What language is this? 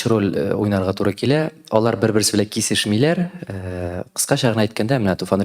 Tatar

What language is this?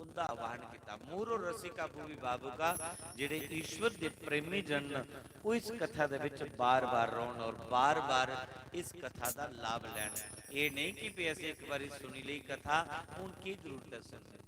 Dogri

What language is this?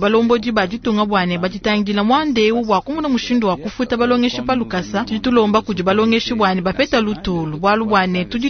Luba-Lulua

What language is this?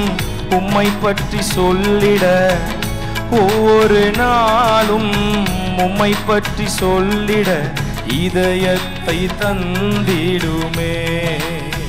Tamil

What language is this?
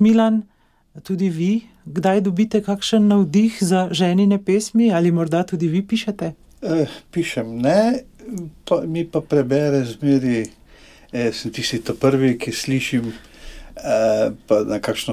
Slovenian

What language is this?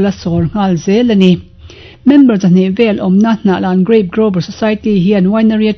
Mizo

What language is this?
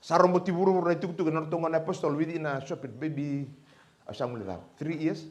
Fijian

